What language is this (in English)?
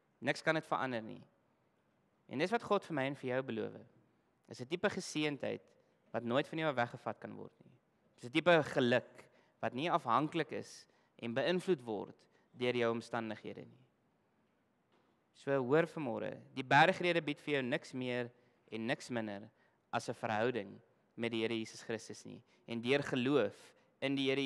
Afrikaans